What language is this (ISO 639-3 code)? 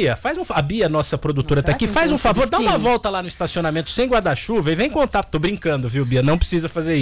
por